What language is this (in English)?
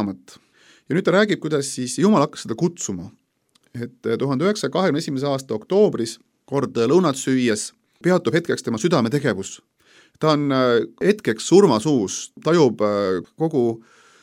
Estonian